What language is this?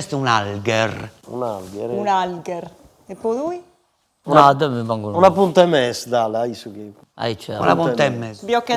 Sardinian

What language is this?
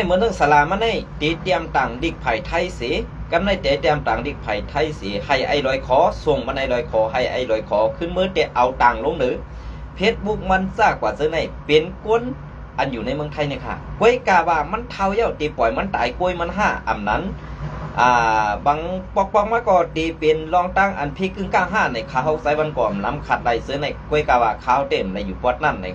Shan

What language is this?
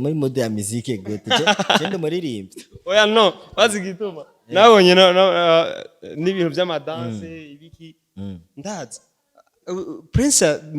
Rundi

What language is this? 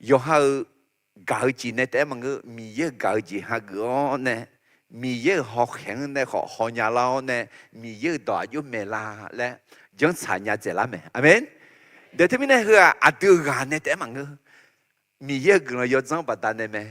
Akha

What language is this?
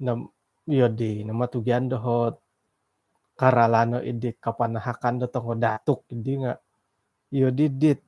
Central Dusun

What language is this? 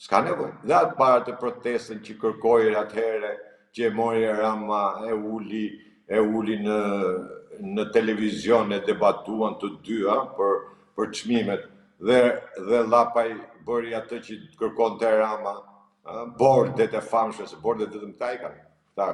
Albanian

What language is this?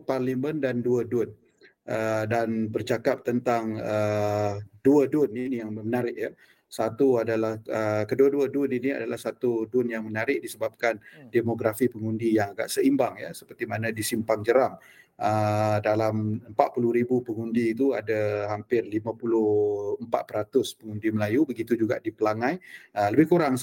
Malay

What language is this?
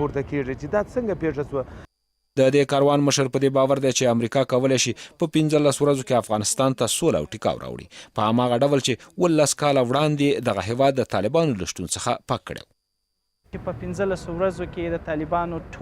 Pashto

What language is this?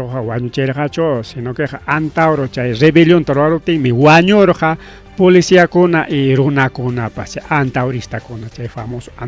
Ayacucho Quechua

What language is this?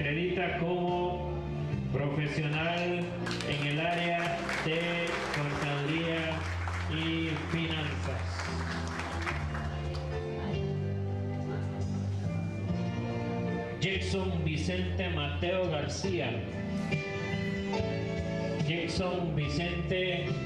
Spanish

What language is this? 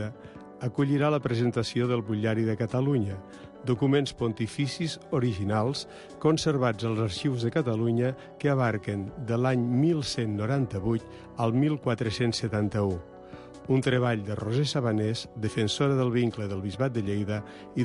Catalan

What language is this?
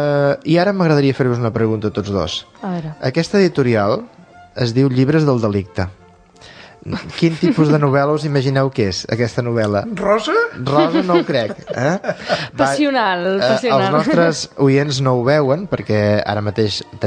Catalan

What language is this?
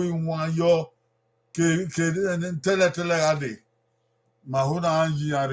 Bini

